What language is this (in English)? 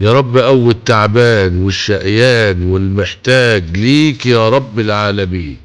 Egyptian Arabic